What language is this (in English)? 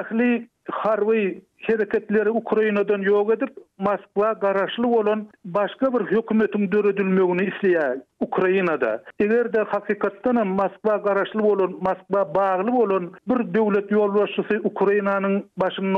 Turkmen